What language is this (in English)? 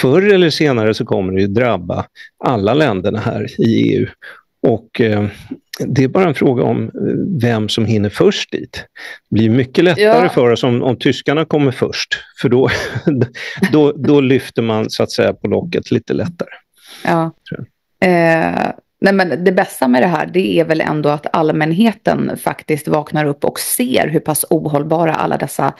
Swedish